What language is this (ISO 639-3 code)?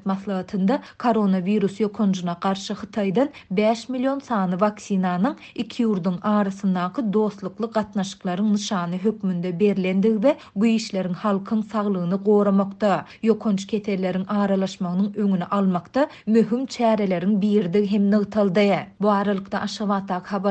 tuk